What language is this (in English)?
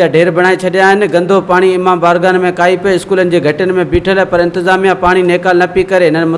Sindhi